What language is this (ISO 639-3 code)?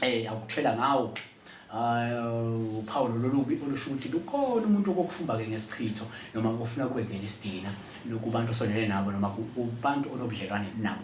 zul